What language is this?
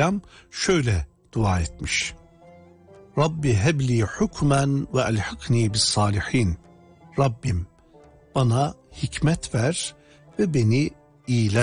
Turkish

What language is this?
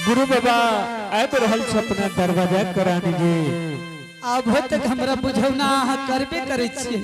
Angika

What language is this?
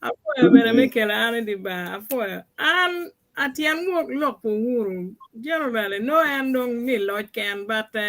Acoli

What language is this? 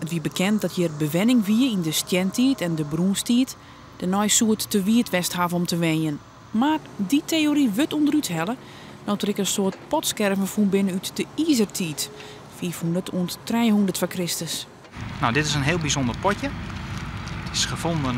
Western Frisian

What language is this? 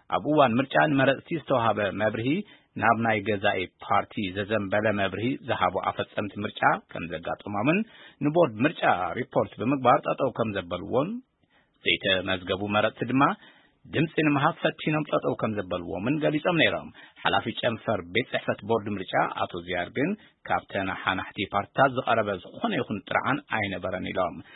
Tigrinya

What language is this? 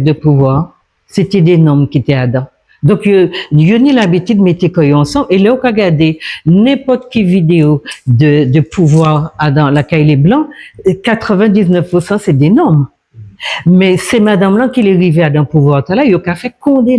Guadeloupean Creole French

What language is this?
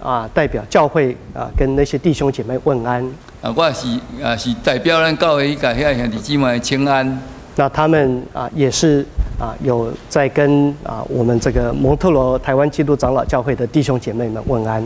Min Nan Chinese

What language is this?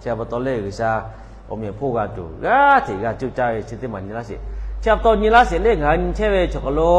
Lahu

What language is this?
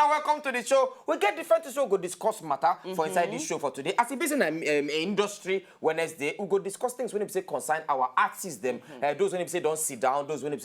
Nigerian Pidgin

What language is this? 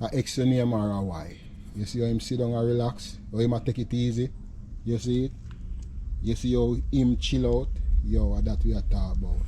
Jamaican Creole English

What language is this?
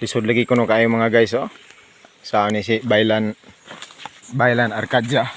Cebuano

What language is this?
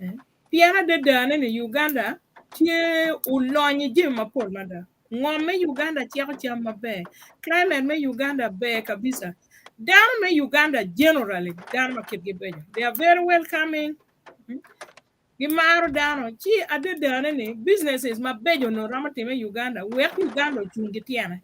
Acoli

